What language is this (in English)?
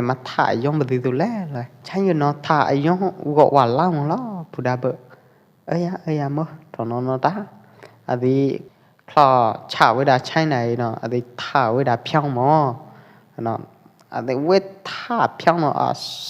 Pwo Eastern Karen